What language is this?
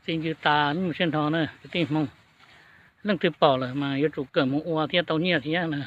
Hmong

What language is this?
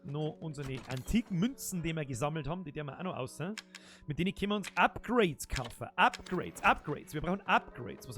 Bavarian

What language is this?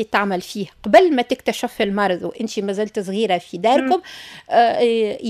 Tunisian Arabic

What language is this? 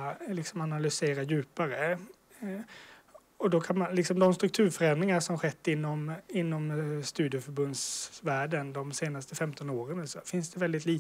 Swedish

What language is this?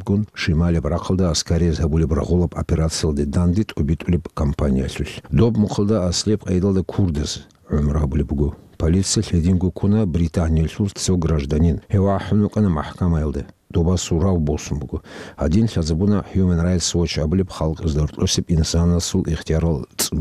Avaric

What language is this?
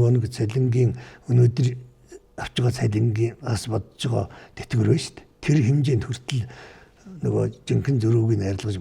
Mongolian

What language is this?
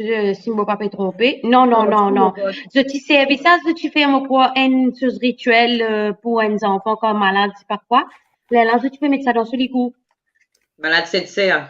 Morisyen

